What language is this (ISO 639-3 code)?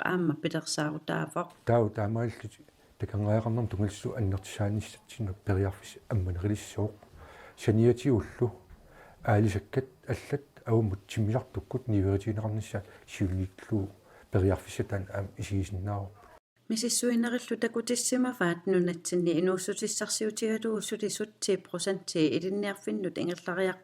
kal